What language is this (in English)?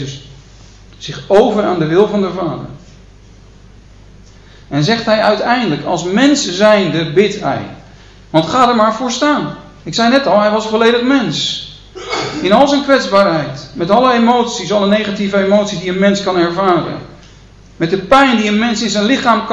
Dutch